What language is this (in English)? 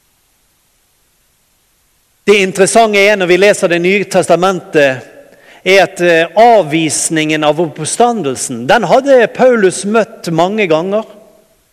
Norwegian